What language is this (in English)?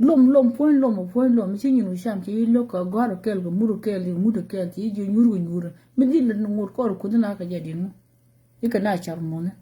Nuer